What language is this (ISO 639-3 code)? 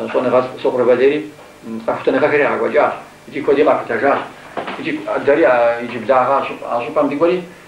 kbd